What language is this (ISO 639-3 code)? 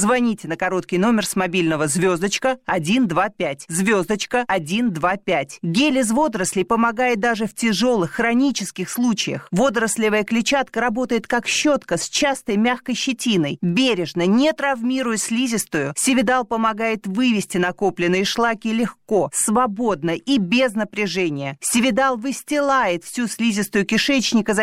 rus